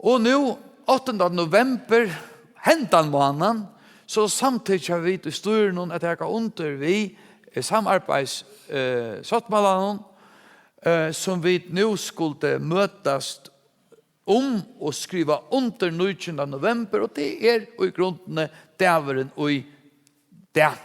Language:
Faroese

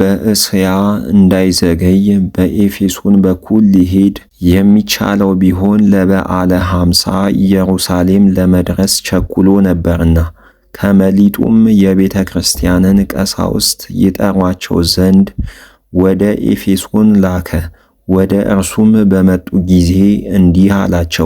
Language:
Amharic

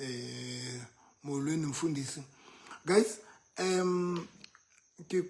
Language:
Southern Sotho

